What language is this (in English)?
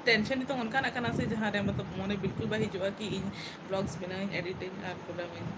Santali